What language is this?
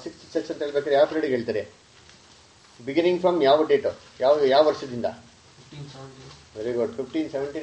Kannada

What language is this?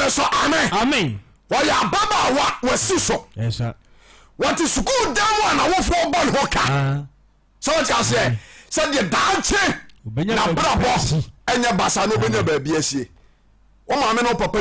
Akan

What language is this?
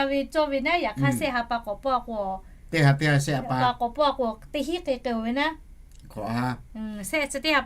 Lahu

